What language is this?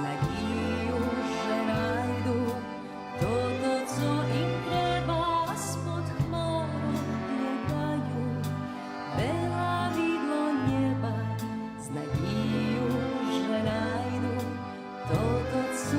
Rusyn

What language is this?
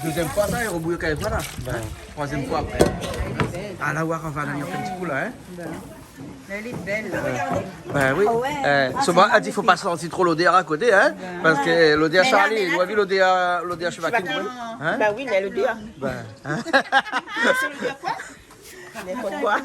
Réunion Creole French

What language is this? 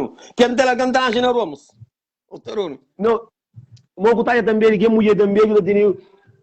Kabuverdianu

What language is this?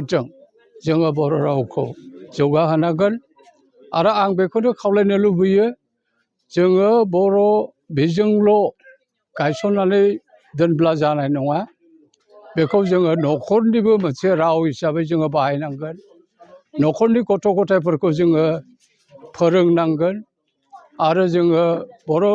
Bodo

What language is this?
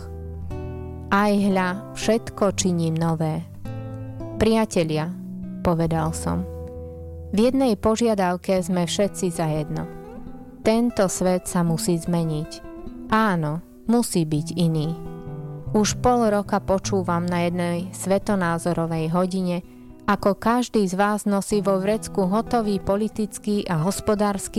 Slovak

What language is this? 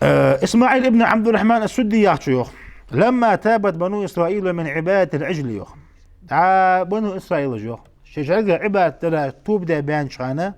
Ingush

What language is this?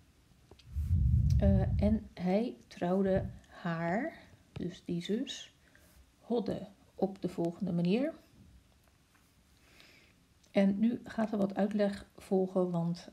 Dutch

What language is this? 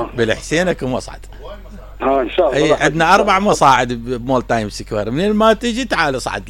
Mesopotamian Arabic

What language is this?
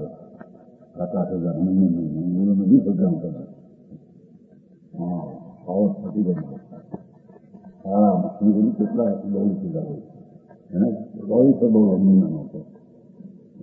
Gujarati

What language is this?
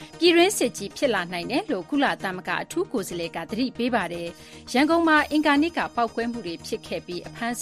Burmese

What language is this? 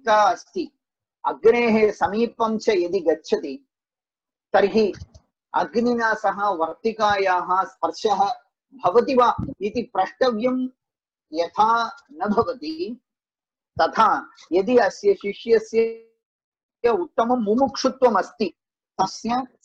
Sanskrit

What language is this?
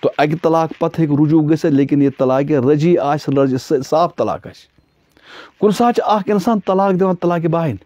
Kashmiri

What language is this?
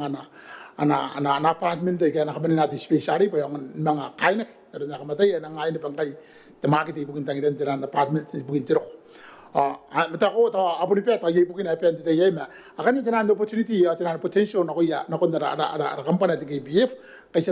Gilbertese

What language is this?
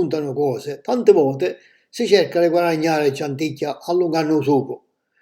Sicilian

